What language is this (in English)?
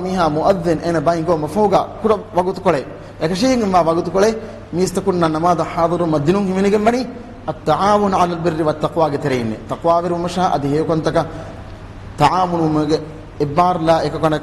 Divehi